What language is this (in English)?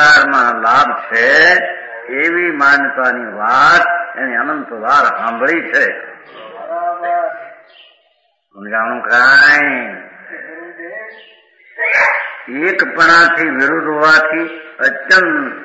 Gujarati